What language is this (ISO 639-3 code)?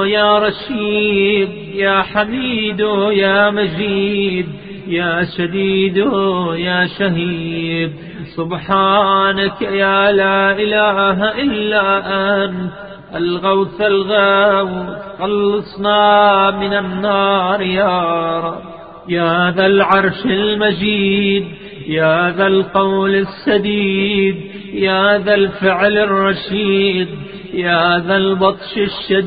ara